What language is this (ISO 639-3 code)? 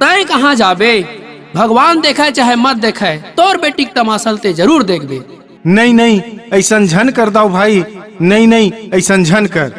hne